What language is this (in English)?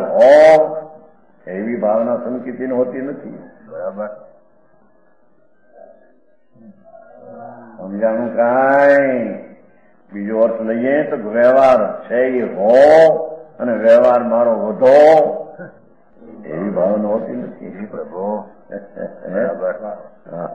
Gujarati